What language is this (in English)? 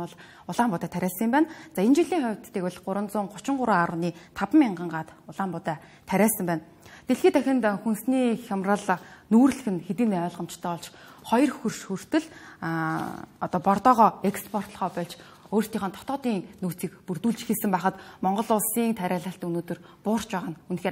Mongolian